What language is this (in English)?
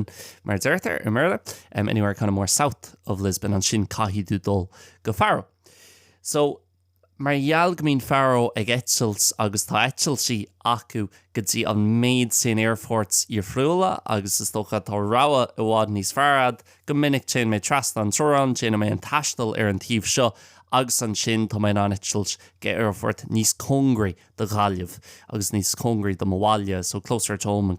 Irish